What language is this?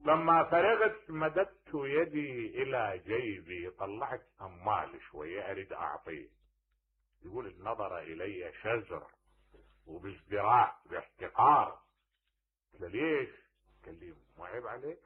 Mesopotamian Arabic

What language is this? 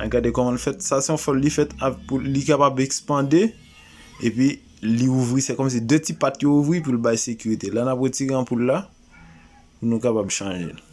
Haitian Creole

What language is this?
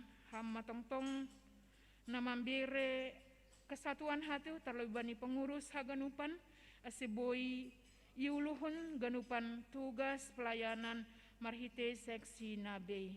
Batak Simalungun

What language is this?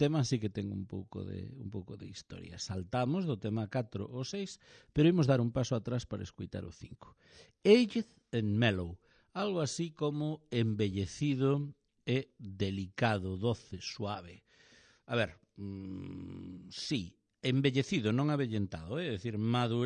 Galician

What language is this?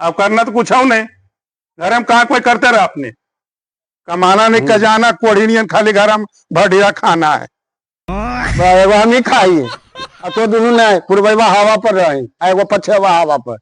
Magahi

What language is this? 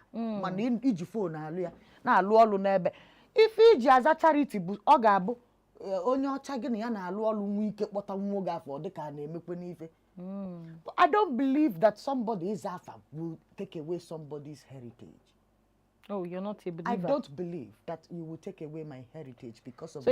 Igbo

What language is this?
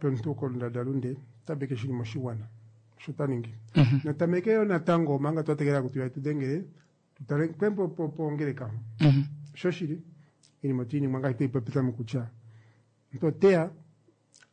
Kuanyama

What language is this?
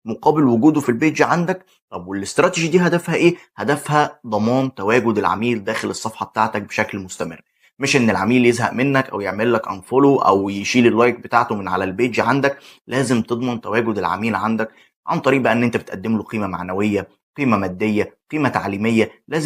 Egyptian Arabic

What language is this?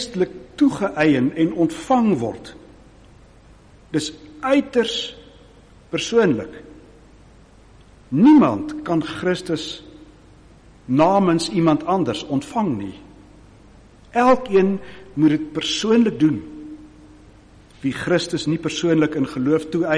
Afrikaans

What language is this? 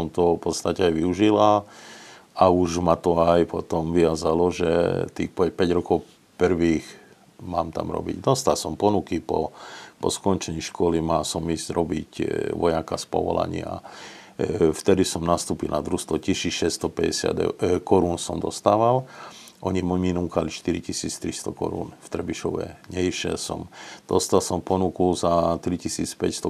Slovak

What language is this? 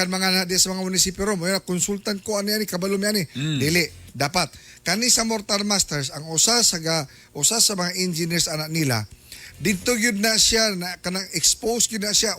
Cebuano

